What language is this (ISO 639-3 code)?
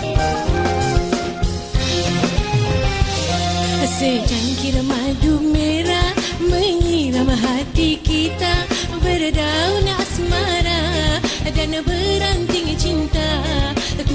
msa